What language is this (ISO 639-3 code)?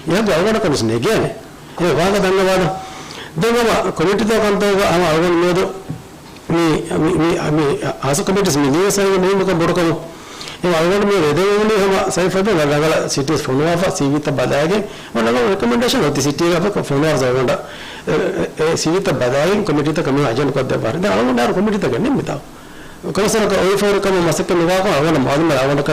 div